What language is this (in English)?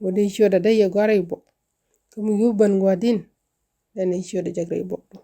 Nuer